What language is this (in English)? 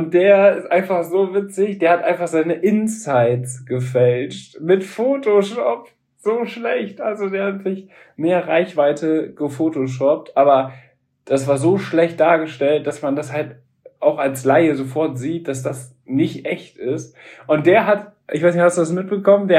German